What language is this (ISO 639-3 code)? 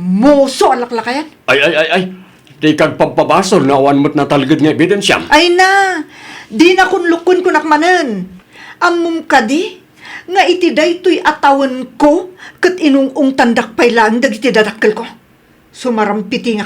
ilo